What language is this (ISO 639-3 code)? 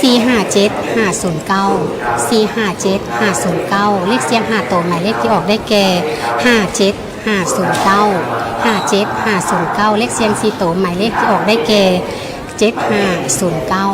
lao